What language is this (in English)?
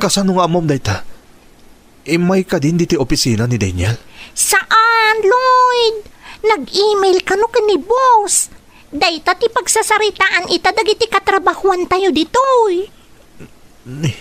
Iloko